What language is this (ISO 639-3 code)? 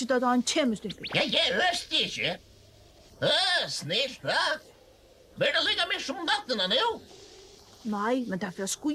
fao